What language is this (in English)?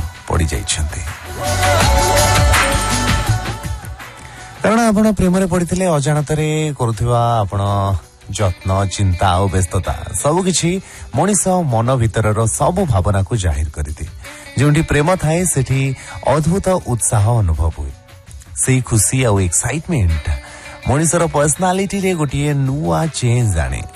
Odia